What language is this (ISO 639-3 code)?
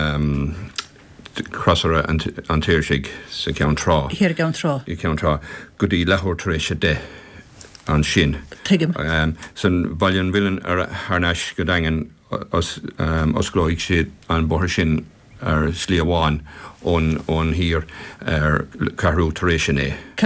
gle